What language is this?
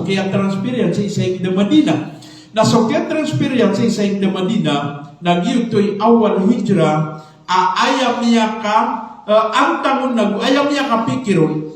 Maranao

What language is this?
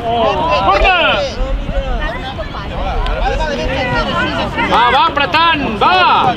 Catalan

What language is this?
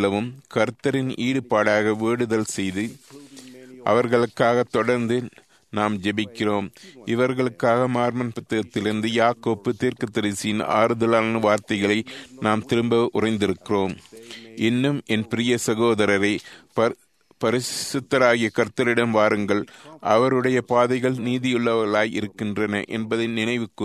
Tamil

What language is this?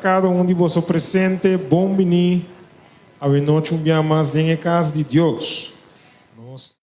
Papiamento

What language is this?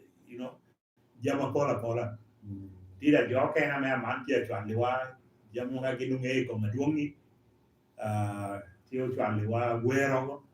Lango (Uganda)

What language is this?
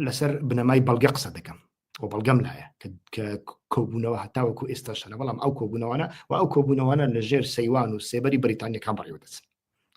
Central Kurdish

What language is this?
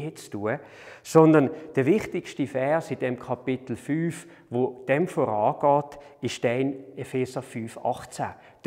Swiss German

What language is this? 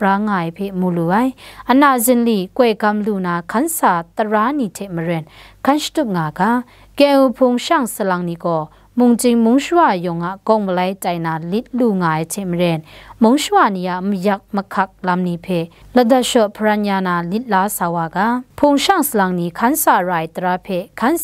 Kachin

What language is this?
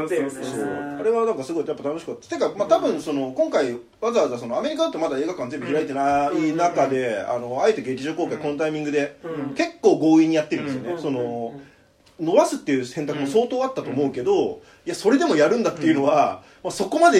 Japanese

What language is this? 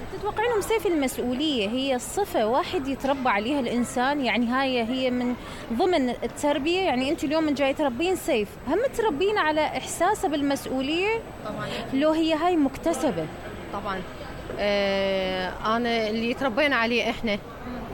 Mesopotamian Arabic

